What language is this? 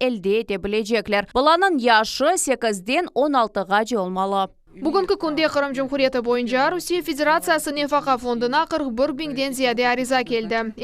Crimean Tatar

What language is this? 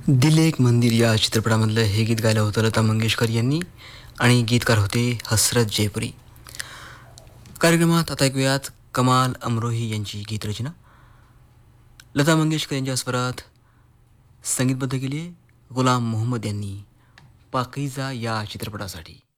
Marathi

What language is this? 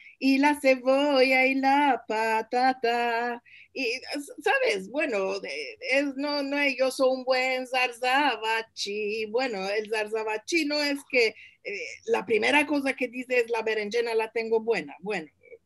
Ladino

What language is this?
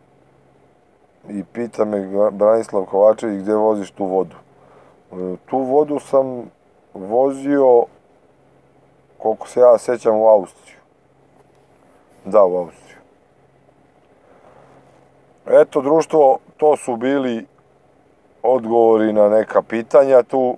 Serbian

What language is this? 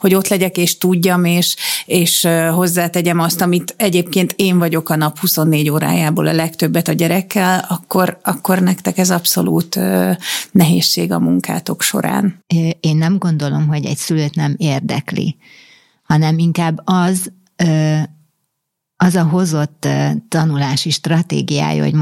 Hungarian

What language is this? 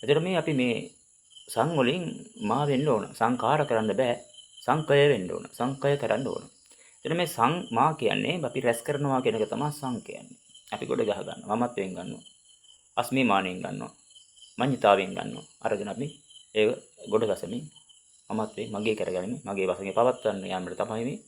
Sinhala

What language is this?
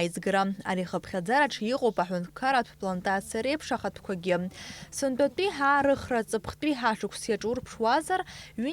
Abkhazian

